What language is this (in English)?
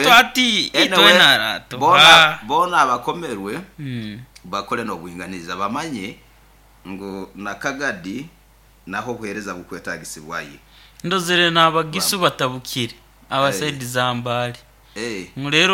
Nyoro